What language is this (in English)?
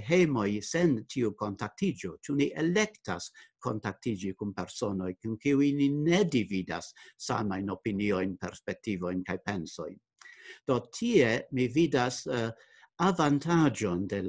Esperanto